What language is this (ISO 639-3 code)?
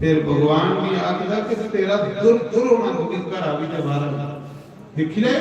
doi